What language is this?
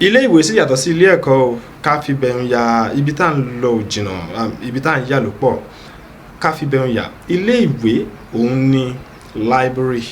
Yoruba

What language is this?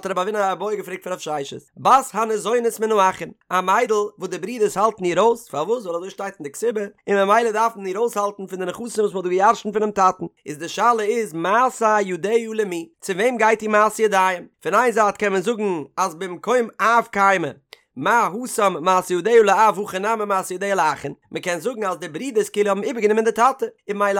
Yiddish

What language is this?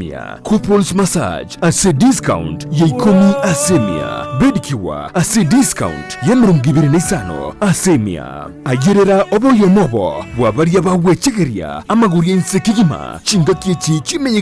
Gusii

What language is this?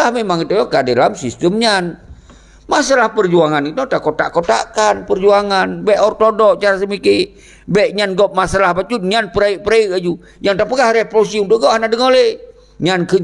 Achinese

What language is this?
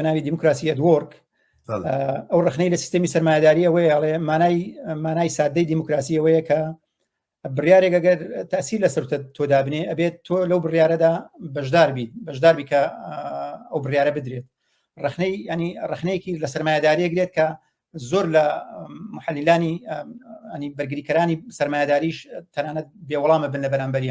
Central Kurdish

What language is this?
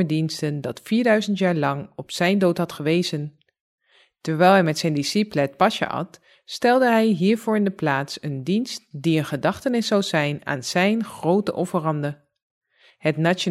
Dutch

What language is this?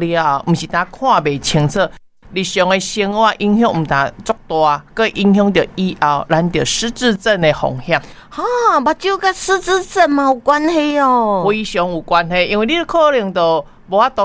Min Nan Chinese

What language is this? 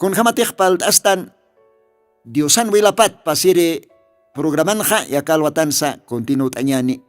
Aymara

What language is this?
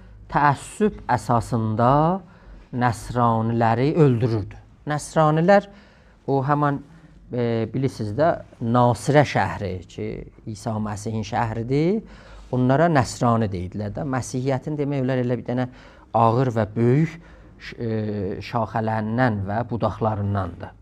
South Azerbaijani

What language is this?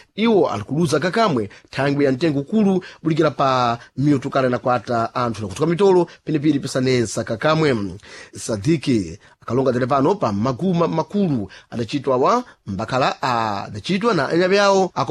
Sena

